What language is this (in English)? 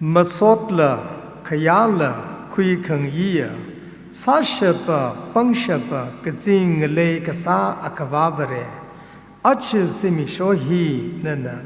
Tangkhul Naga (India)